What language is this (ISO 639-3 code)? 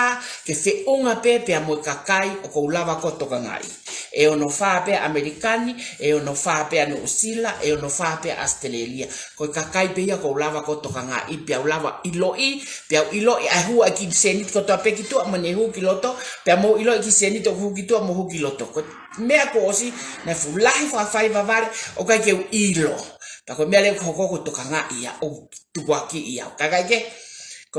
ton